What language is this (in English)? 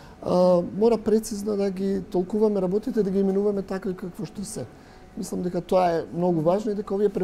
Macedonian